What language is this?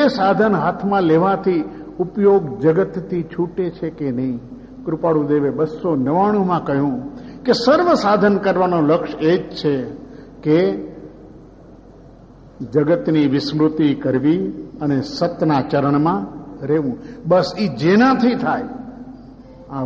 Gujarati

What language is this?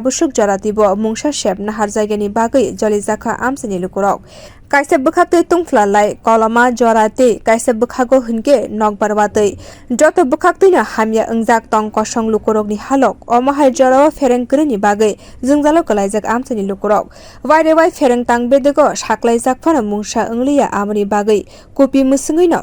Kok Borok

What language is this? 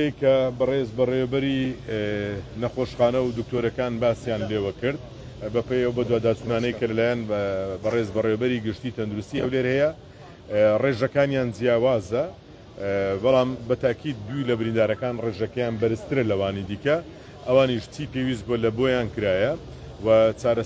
Central Kurdish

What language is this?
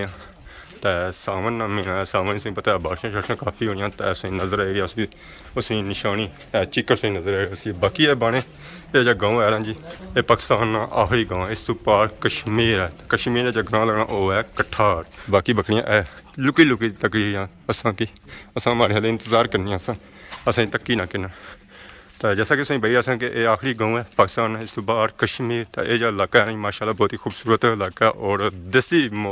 Pahari-Potwari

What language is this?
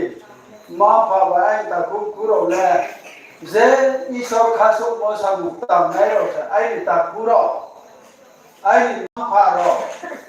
Riang (India)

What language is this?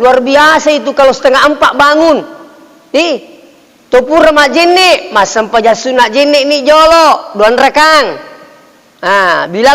Buginese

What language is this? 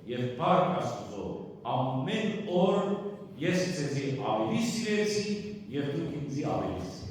Western Armenian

